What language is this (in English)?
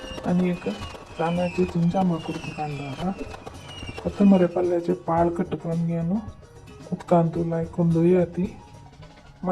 Konkani